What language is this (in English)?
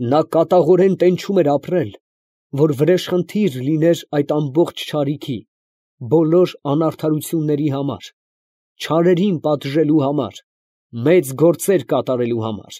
Armenian